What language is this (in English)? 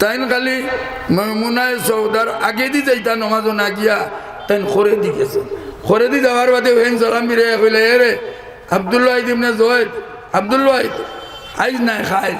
Sylheti